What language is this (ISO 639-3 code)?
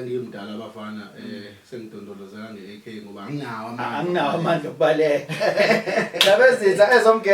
zul